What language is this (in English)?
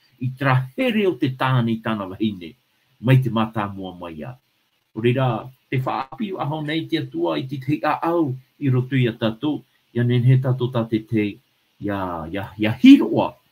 Tahitian